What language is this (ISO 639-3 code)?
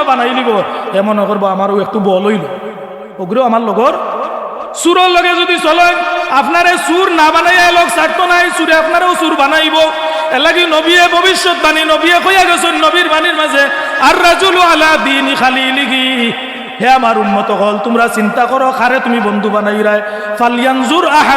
syl